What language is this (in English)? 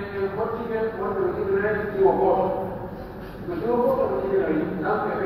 Pular